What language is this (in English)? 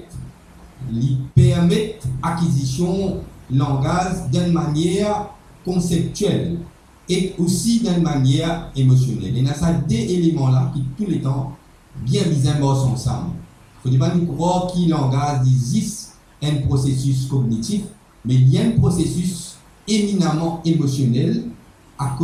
Morisyen